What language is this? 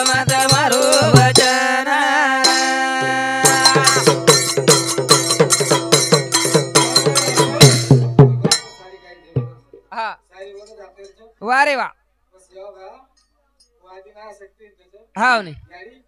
Marathi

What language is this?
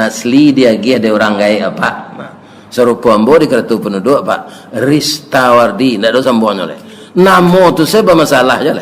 Minangkabau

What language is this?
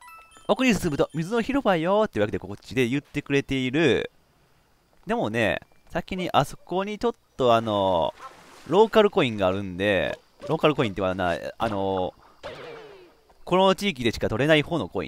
Japanese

